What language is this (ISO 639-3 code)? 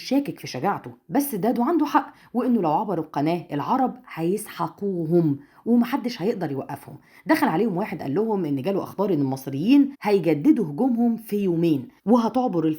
arz